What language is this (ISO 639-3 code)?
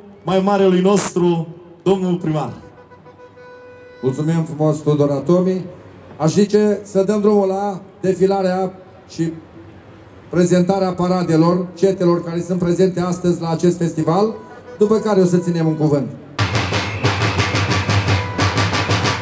ron